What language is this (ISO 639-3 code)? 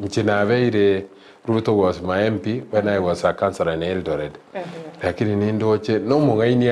guz